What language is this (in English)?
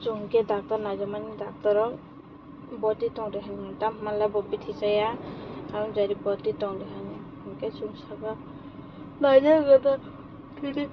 Kok Borok